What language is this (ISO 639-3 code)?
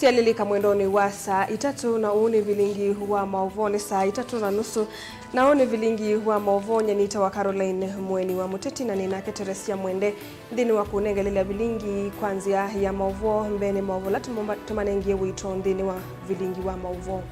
kam